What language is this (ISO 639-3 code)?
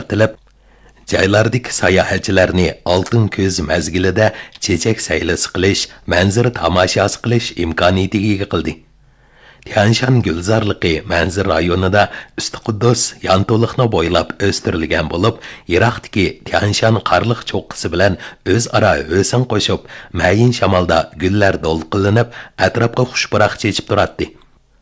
uig